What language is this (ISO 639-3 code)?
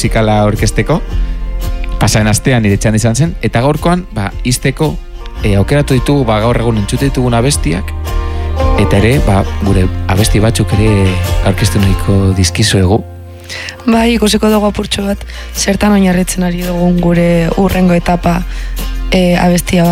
eus